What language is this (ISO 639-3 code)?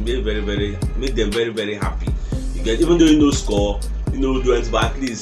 pcm